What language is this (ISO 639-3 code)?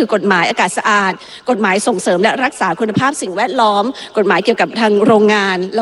tha